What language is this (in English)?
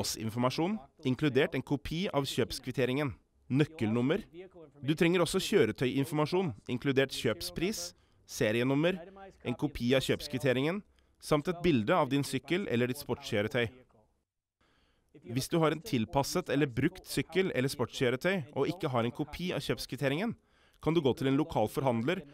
Norwegian